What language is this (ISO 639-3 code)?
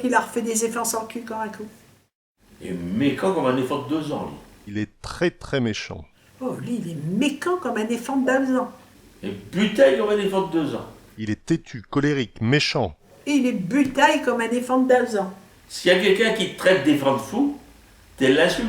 pcd